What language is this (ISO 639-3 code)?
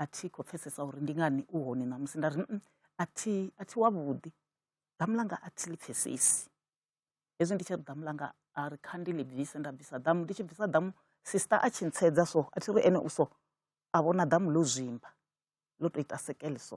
ven